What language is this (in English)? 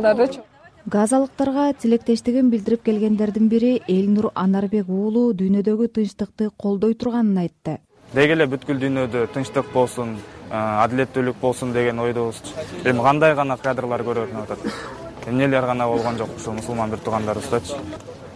Kyrgyz